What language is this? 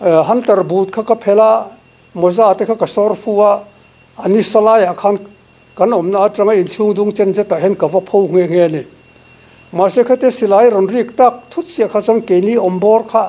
Mizo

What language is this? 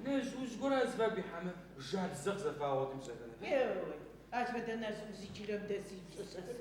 Adyghe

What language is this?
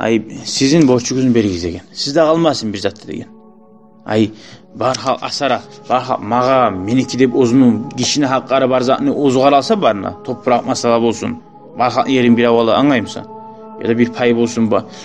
Kumyk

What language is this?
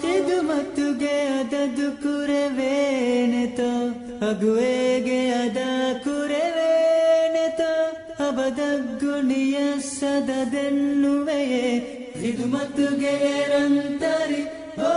Divehi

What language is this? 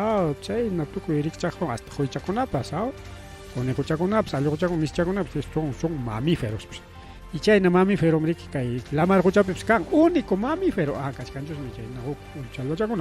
Ayacucho Quechua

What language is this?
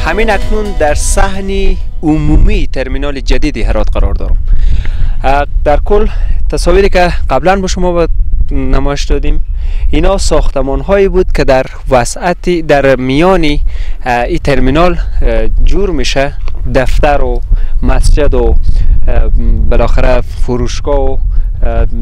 Persian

